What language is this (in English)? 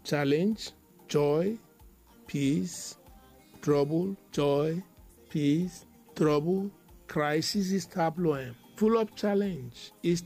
Bislama